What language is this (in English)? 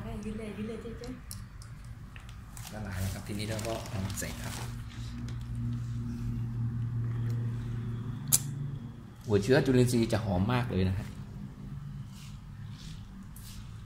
Thai